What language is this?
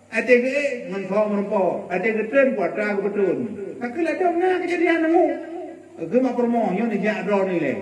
Achinese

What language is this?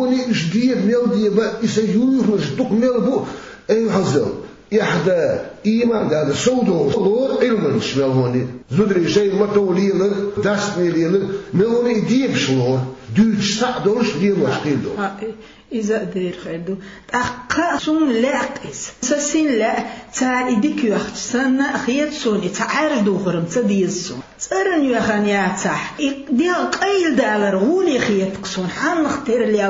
Chechen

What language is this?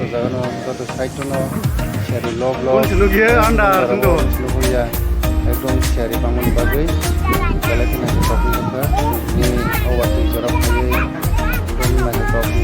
Kok Borok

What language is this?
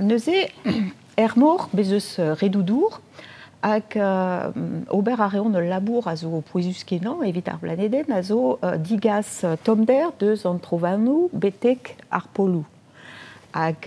Breton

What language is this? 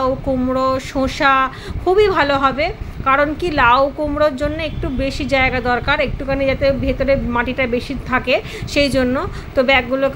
Bangla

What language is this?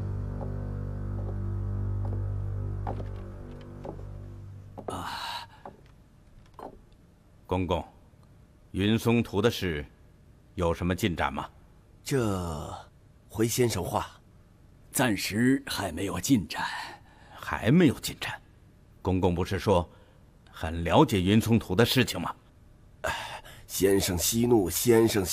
Chinese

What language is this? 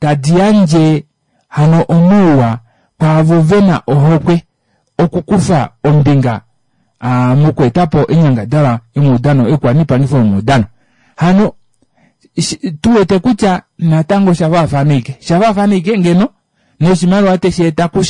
Kuanyama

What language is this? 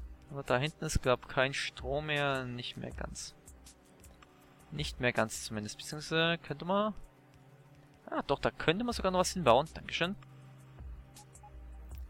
German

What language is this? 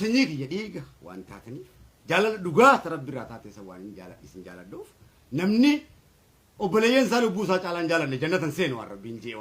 Oromo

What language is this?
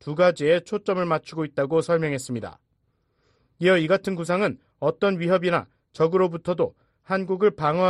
Korean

